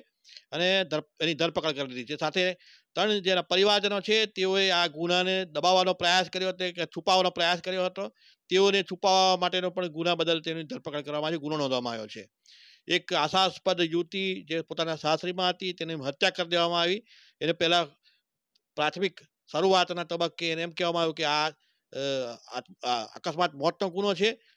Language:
Gujarati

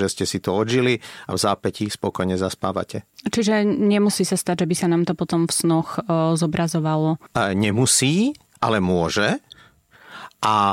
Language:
Slovak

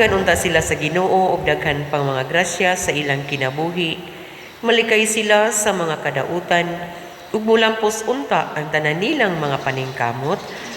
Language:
Cebuano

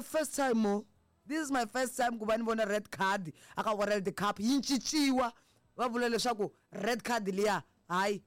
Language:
Tsonga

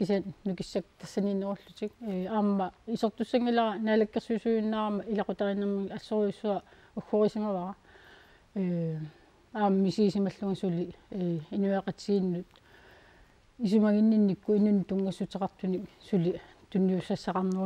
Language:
Kalaallisut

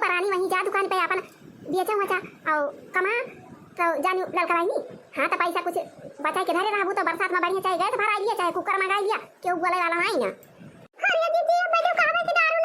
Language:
Awadhi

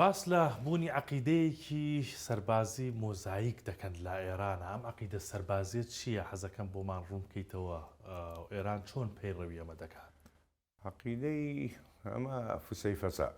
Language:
Central Kurdish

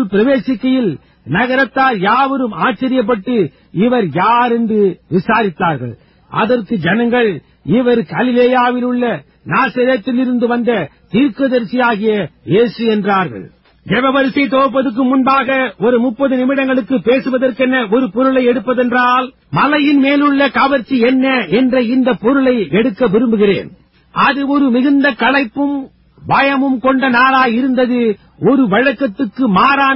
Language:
Tamil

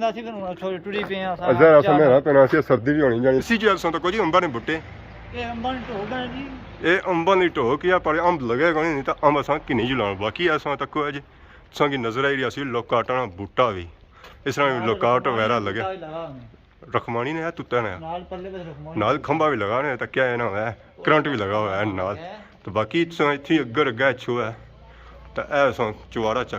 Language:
Pahari-Potwari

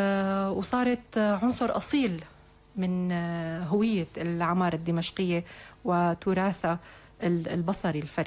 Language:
North Levantine Arabic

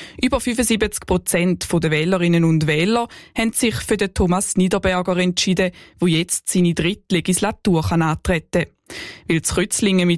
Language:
German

